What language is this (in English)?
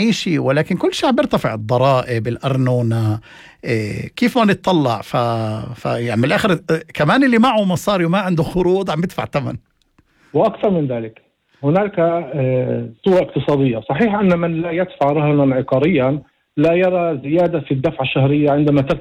North Levantine Arabic